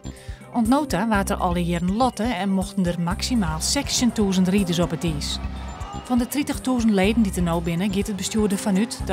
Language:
Western Frisian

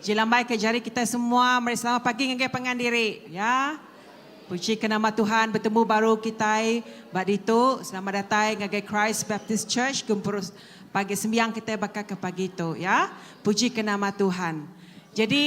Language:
Iban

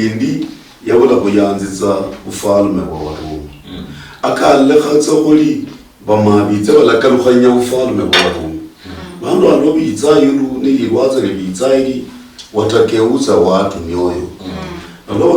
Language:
Luyia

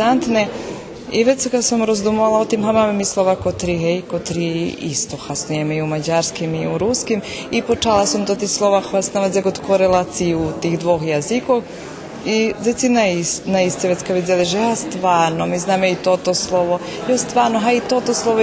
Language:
Rusyn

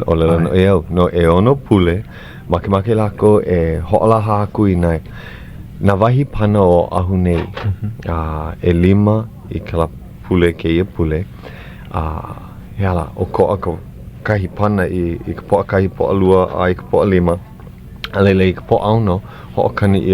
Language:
Hawaiian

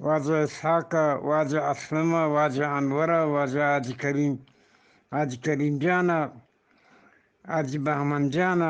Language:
Eastern Balochi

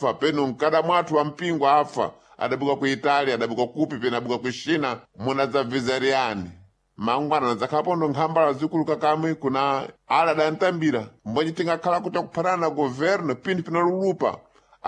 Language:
Sena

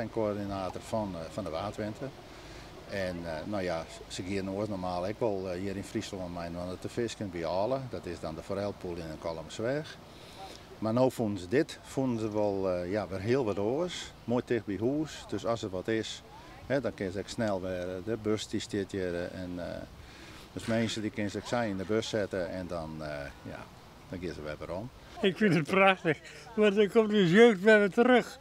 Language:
Western Frisian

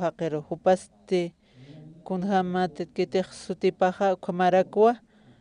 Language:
Aymara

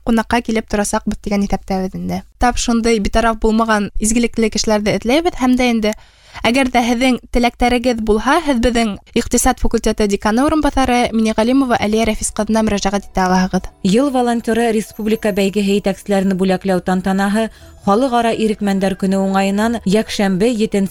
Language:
Bashkir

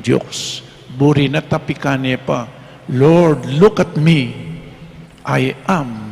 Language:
Pampanga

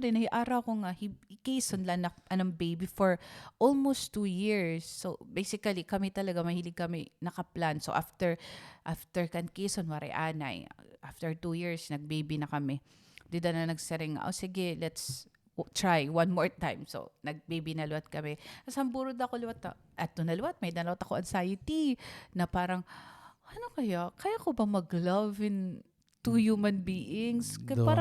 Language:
Waray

